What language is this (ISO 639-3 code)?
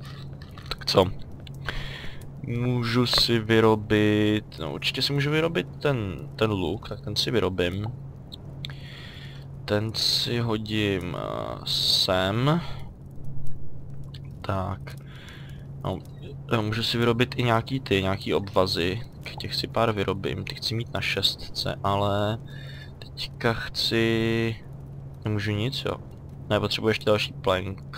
ces